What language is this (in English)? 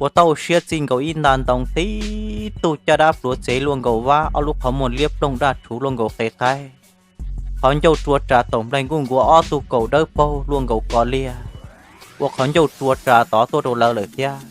Hmong